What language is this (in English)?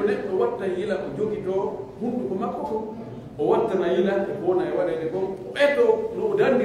Pular